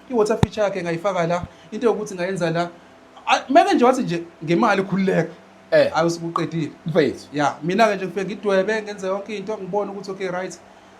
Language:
Zulu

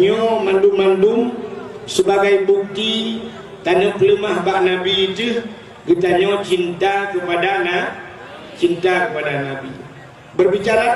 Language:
Achinese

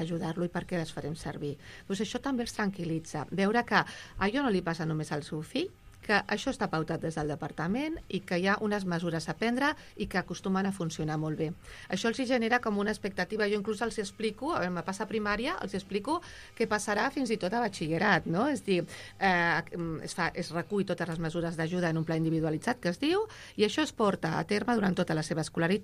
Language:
Catalan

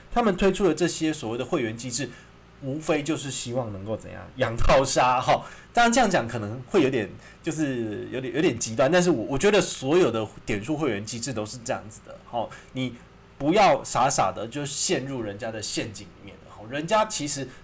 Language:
Chinese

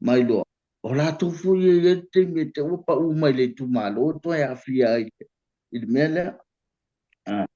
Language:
Samoan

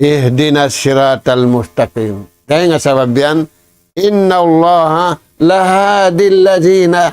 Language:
Tausug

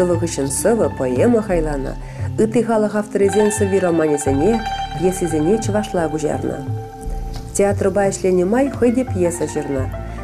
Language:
Chuvash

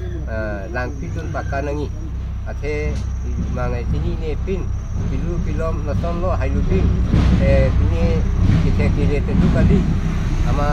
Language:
Karbi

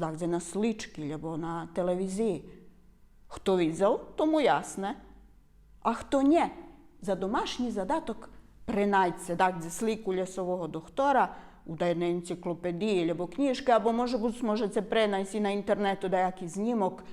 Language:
Rusyn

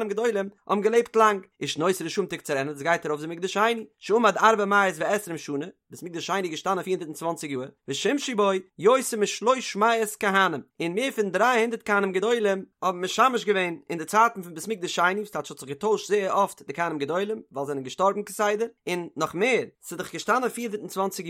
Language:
Yiddish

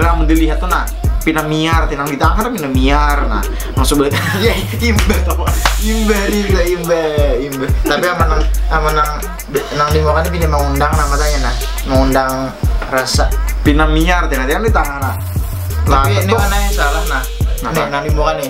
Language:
Banjar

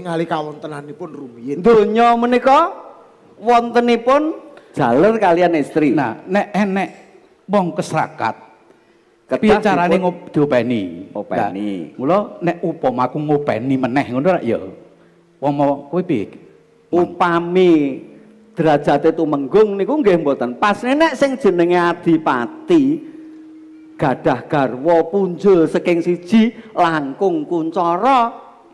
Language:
Javanese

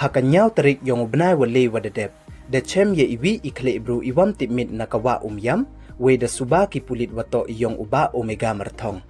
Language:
Pnar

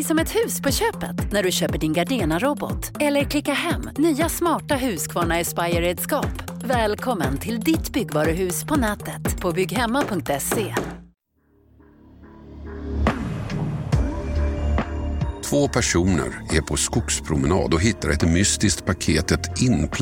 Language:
Swedish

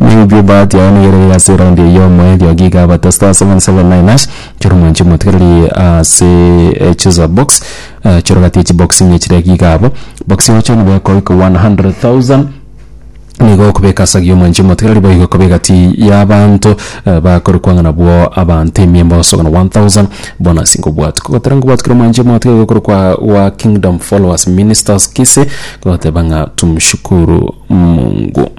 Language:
Gusii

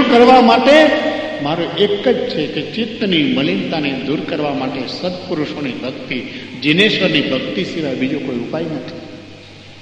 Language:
Gujarati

